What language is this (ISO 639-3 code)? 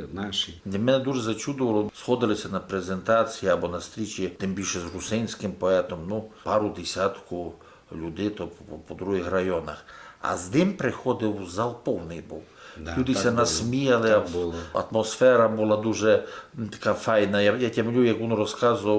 rue